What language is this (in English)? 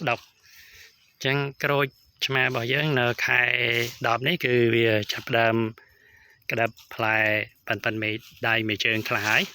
Khmer